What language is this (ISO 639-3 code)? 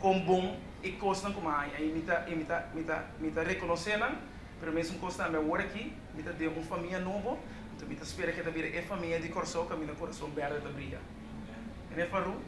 pap